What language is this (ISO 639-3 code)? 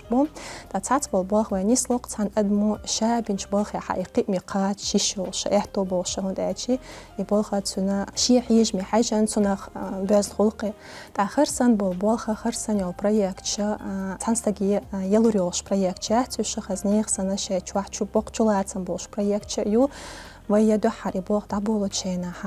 che